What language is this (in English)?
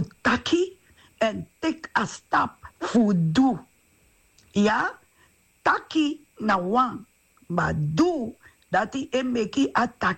Sranan Tongo